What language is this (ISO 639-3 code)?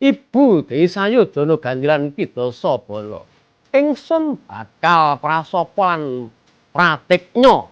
jav